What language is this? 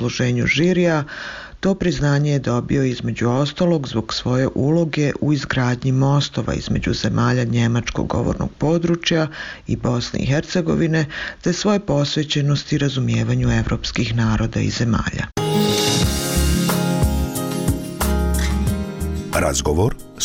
Bosnian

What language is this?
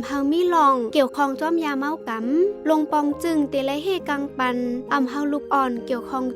Shan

